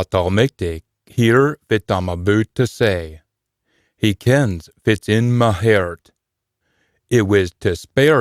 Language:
Scots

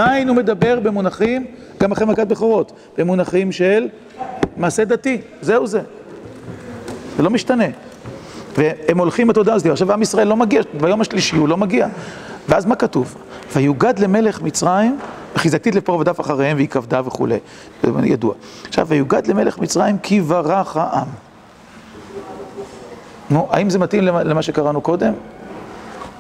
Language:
Hebrew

